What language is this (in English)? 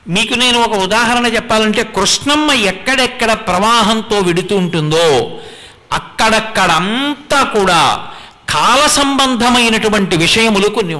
Telugu